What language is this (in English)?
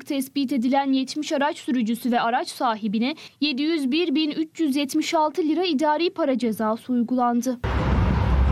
Turkish